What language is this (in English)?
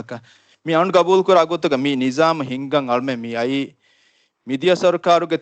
Divehi